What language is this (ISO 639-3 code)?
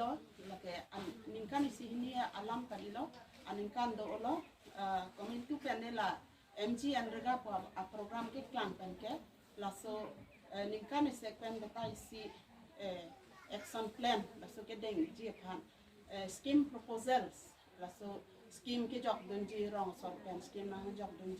mjw